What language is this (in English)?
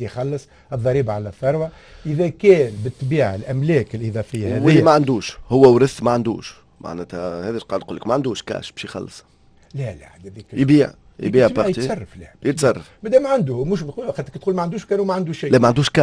Tunisian Arabic